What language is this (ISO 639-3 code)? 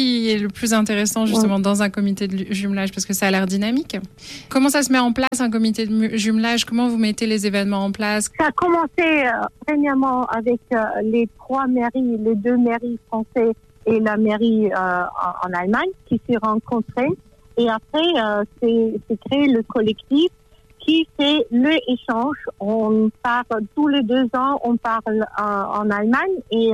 fra